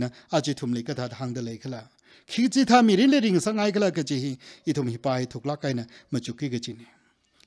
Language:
Tangkhul Naga (India)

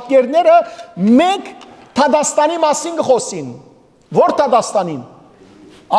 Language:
Western Armenian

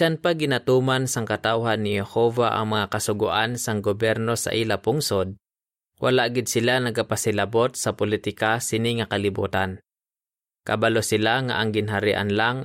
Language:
Hiligaynon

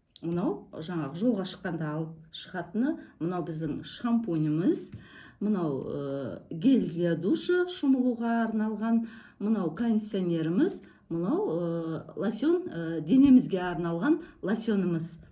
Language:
Kazakh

